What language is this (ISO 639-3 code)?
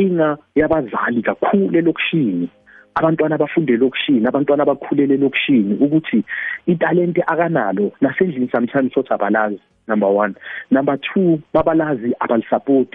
nbl